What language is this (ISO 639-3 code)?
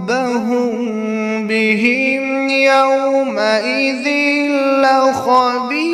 kas